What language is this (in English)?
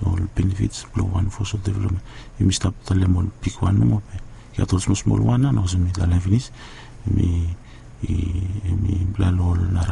Bislama